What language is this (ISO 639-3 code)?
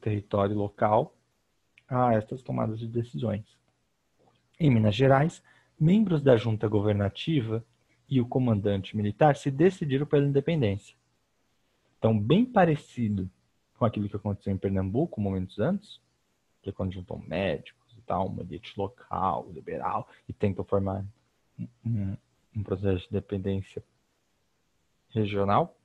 por